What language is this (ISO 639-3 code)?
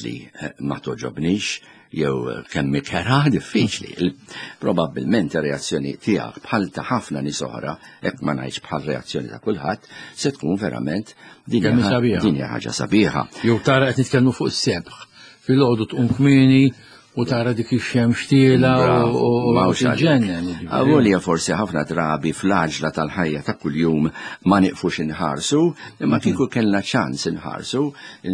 mlt